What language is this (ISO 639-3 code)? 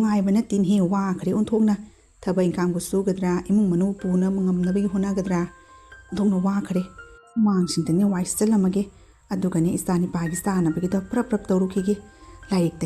mni